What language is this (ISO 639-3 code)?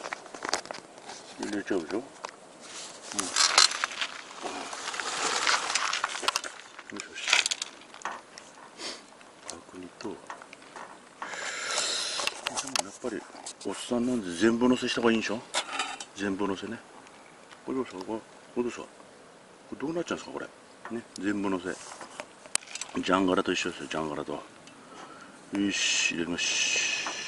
jpn